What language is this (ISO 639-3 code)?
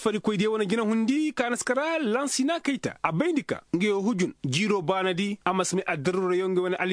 ses